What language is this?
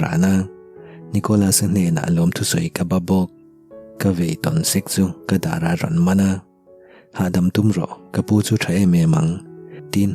Mizo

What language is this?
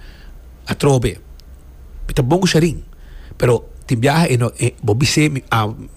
Papiamento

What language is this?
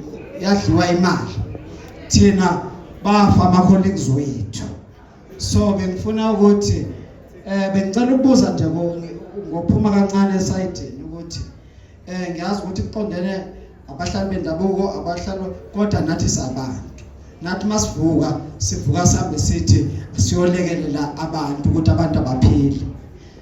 Zulu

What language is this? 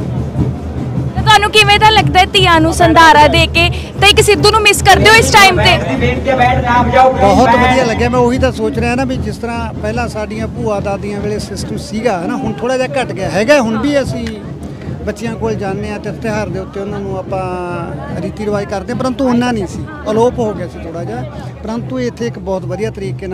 Punjabi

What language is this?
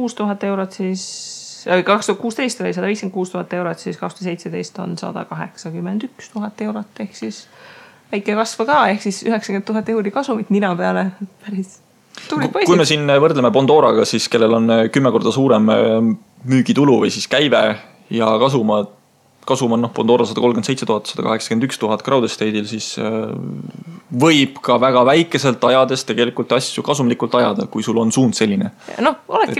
Estonian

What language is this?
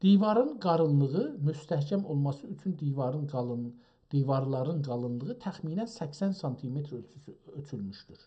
South Azerbaijani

